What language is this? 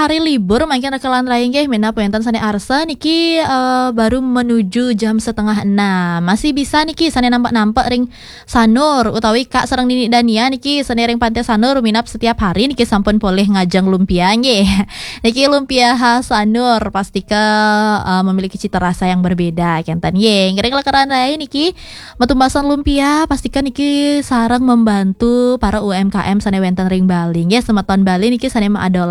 Balinese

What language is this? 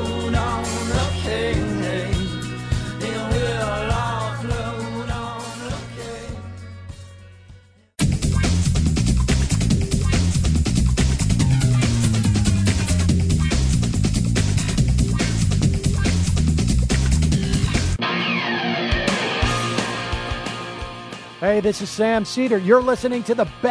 English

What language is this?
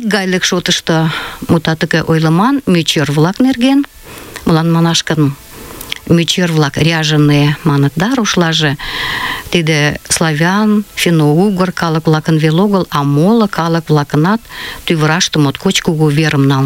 Mari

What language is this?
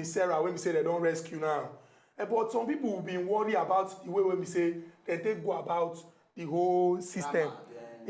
Nigerian Pidgin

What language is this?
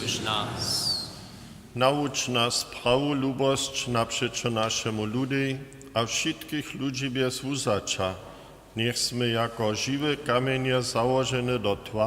Upper Sorbian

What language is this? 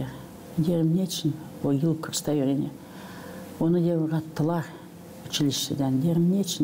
Gagauz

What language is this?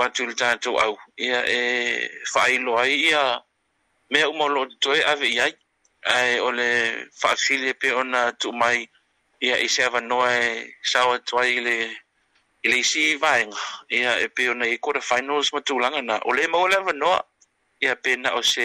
Samoan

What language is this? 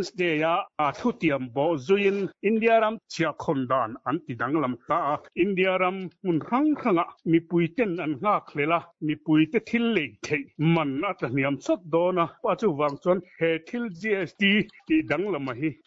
Mizo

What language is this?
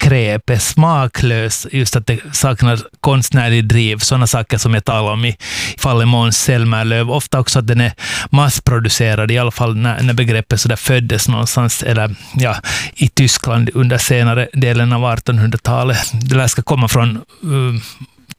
Swedish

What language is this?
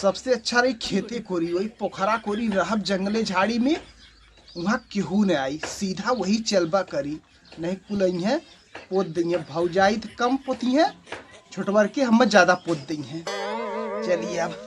Awadhi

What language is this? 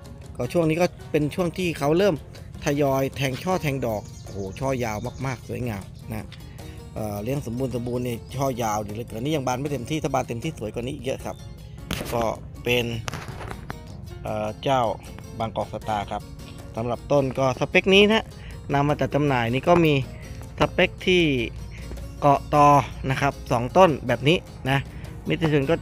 Thai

